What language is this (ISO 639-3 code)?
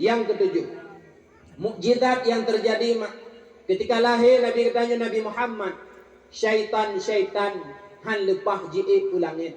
ace